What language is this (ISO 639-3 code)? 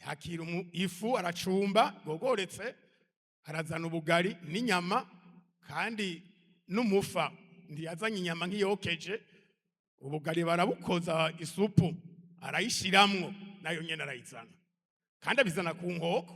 run